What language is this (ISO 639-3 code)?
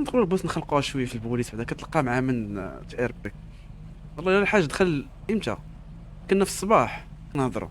ary